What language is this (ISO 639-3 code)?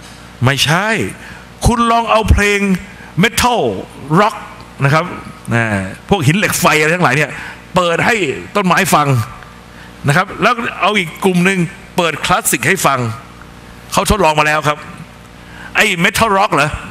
tha